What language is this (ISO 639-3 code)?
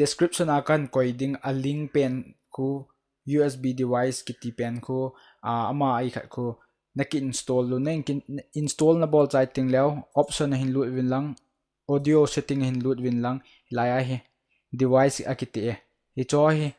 tcz